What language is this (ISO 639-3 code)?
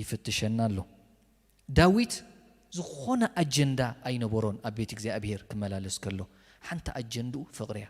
tir